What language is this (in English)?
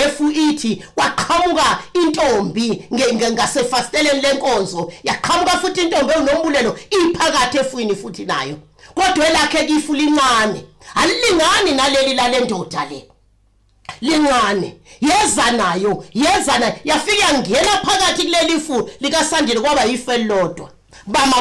Zulu